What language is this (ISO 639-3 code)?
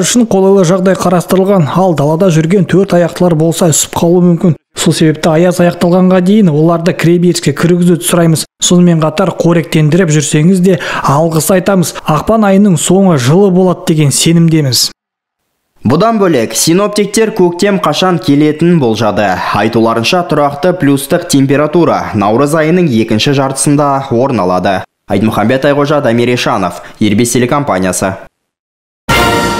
kaz